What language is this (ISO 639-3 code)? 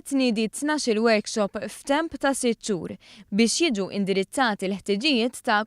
mlt